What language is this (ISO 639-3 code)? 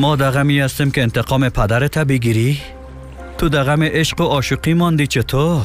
fas